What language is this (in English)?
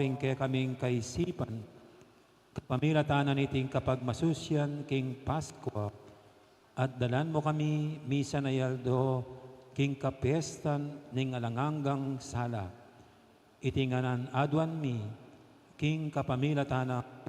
Pampanga